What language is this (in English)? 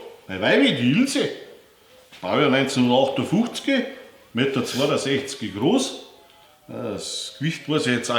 Bavarian